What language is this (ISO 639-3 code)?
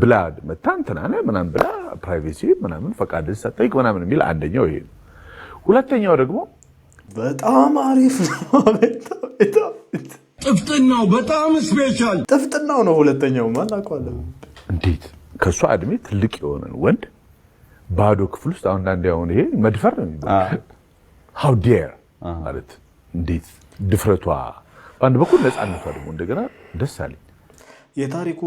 amh